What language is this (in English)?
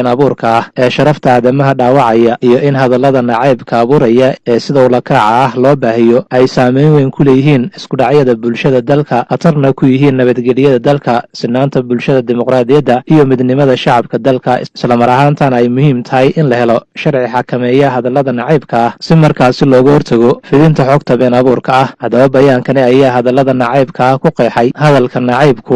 Somali